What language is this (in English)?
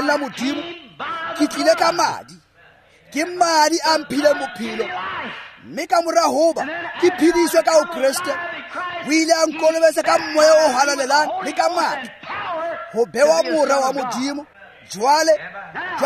Tswana